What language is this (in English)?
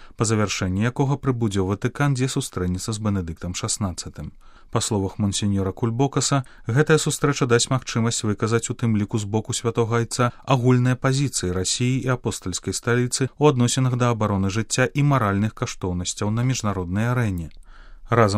Belarusian